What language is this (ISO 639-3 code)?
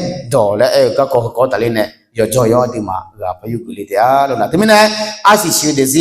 ahk